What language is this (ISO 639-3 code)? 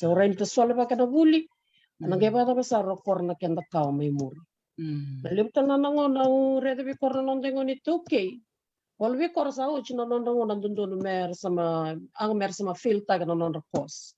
fij